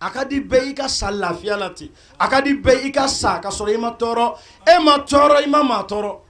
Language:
Bambara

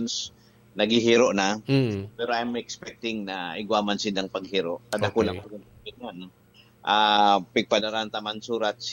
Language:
Bikol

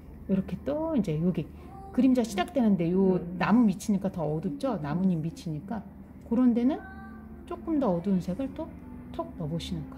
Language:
Korean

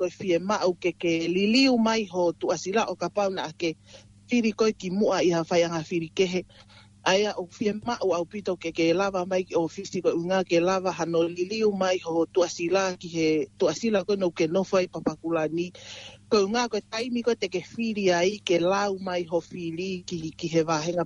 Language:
Tongan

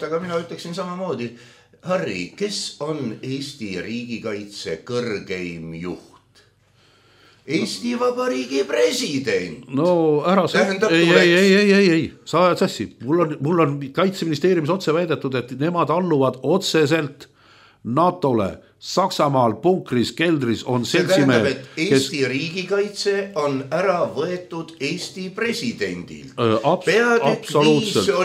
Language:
Estonian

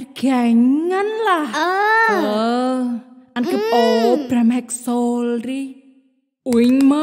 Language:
Central Mnong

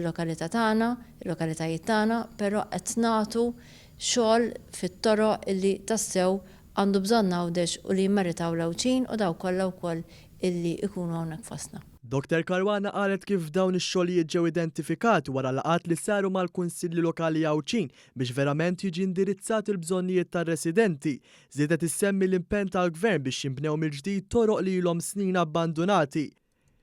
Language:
Maltese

